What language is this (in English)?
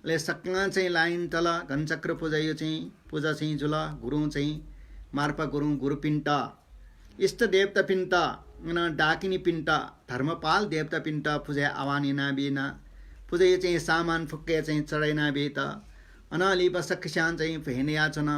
Newari